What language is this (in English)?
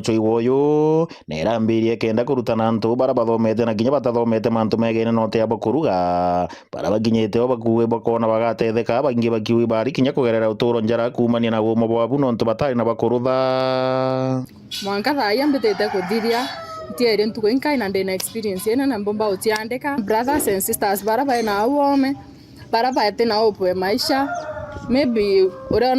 Meru